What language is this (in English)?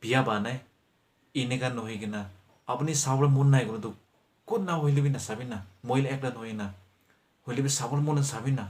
Naga Pidgin